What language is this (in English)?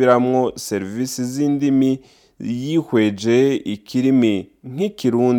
Rundi